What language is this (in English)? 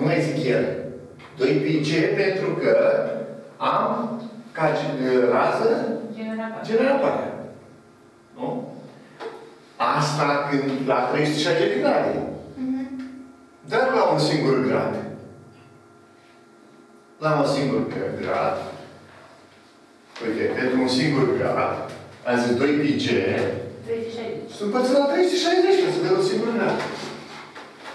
Romanian